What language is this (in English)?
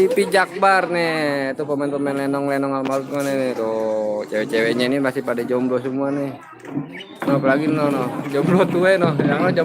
Betawi